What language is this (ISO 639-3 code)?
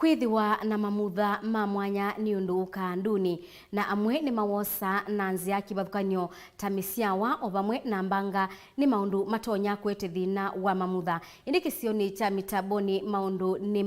kam